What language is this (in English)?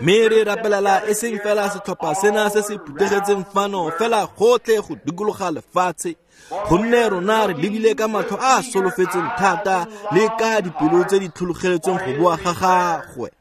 Tswana